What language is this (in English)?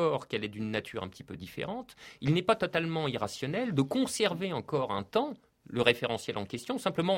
French